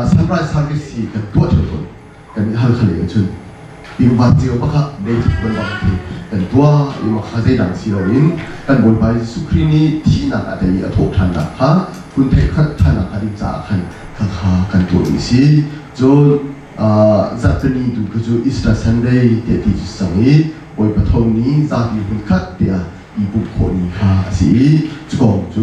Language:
Hakha Chin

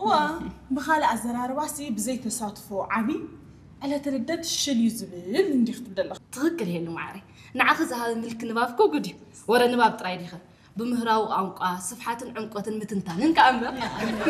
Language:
Tigrinya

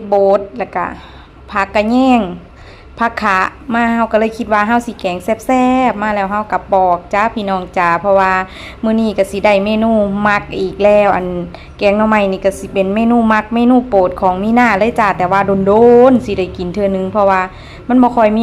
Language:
Northeastern Thai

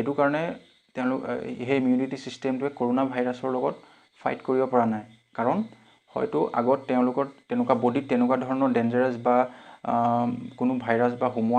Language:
Assamese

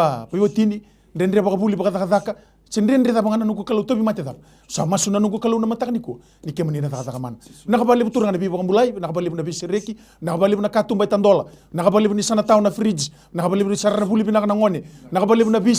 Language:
Fijian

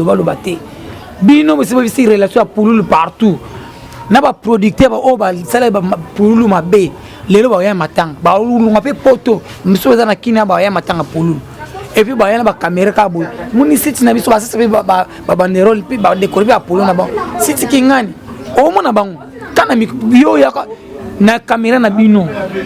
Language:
Lingala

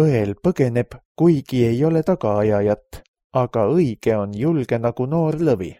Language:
Estonian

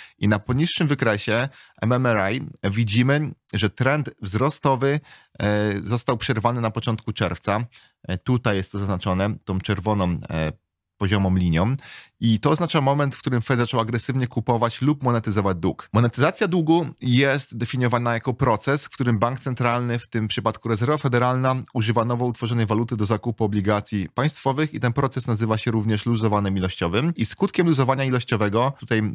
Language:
Polish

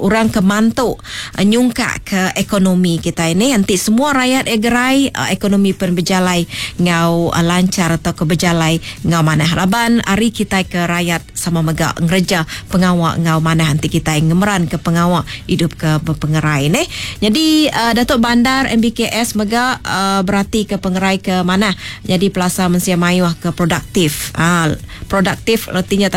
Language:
Iban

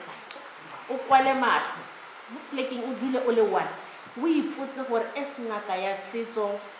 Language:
Tswana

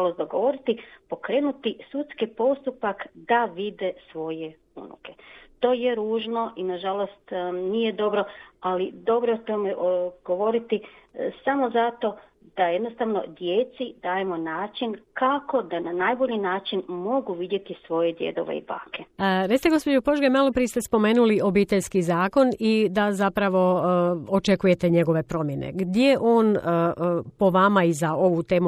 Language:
Croatian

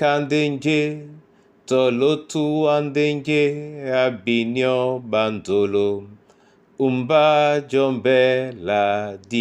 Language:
Duala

